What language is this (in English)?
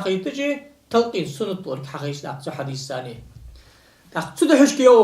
Ingush